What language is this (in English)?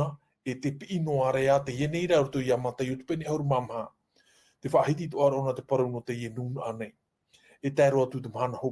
Tahitian